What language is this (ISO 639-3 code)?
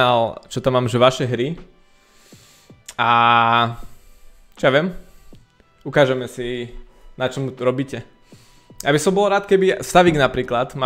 slk